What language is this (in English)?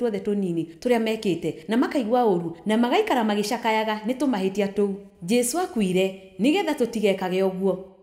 Kikuyu